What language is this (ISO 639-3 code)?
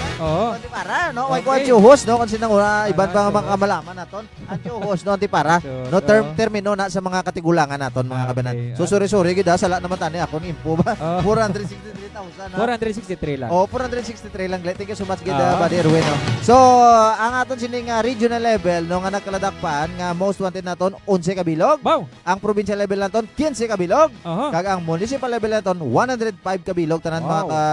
hil